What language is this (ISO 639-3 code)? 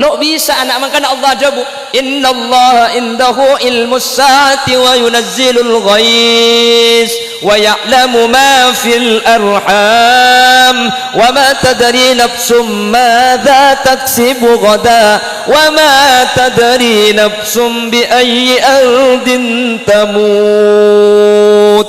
mad